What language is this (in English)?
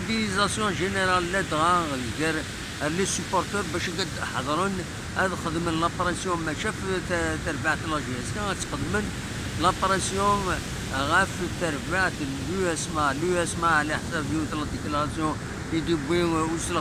Kabyle